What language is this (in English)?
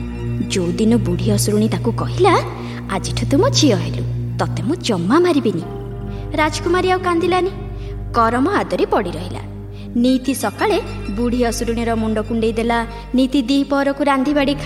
Odia